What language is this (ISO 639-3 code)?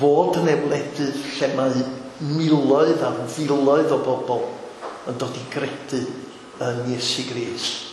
cym